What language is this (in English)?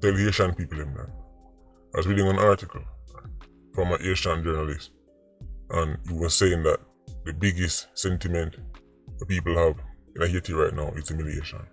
Jamaican Creole English